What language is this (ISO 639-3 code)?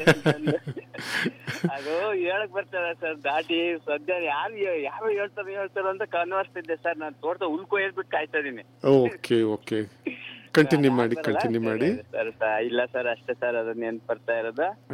kan